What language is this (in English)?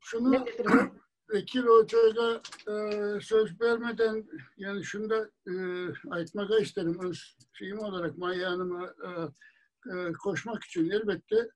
Crimean Tatar